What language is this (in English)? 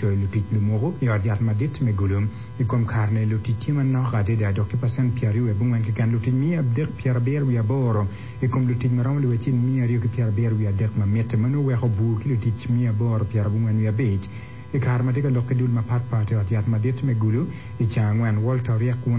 Acoli